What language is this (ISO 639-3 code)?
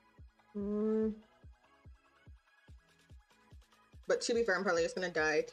eng